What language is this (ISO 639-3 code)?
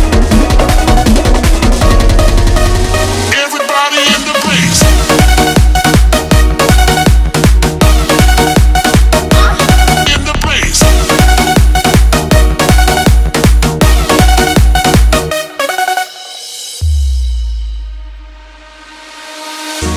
bho